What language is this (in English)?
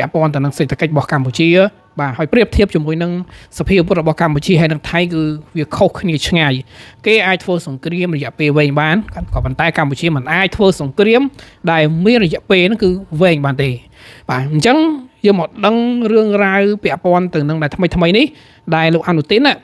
Khmer